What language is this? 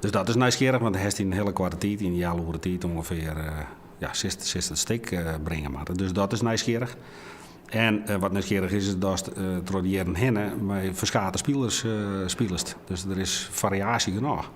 Western Frisian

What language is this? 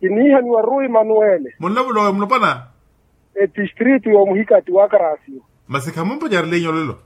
Makhuwa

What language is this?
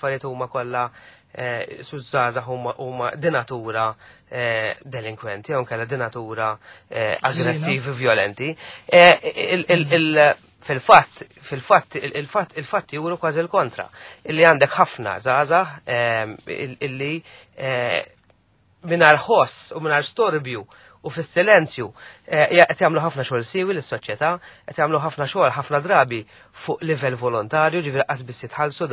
Maltese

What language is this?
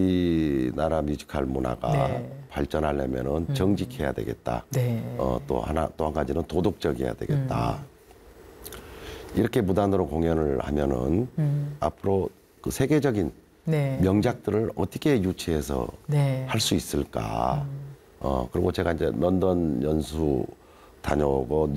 Korean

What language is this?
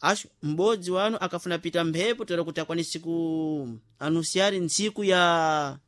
Sena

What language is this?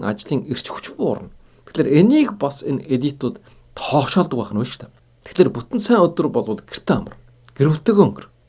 Mongolian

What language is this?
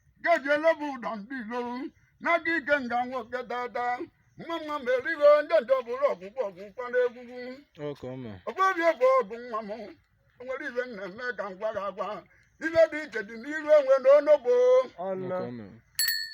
Igbo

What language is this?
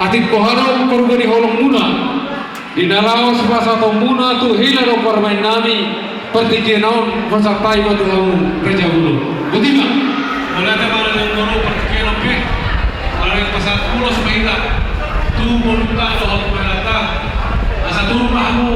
Batak Toba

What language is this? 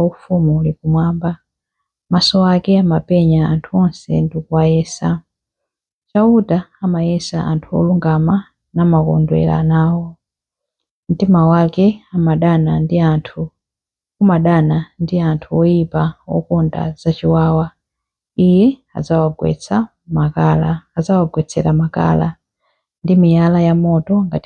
Nyanja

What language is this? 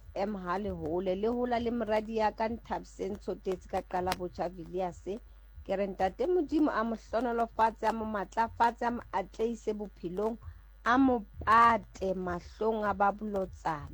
Southern Sotho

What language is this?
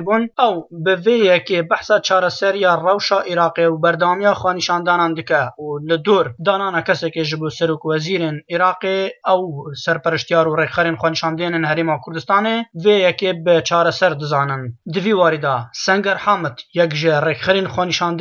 Kurdish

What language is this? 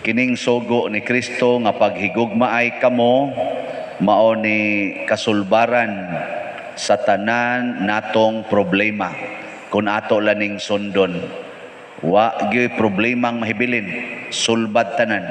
Cebuano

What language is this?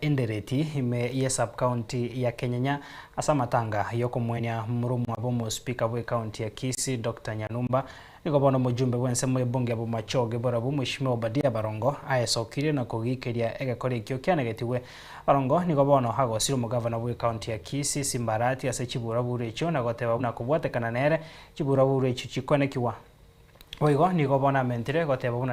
Gusii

